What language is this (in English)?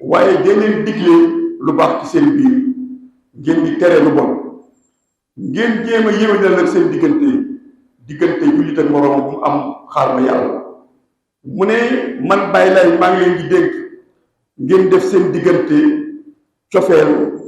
Wolof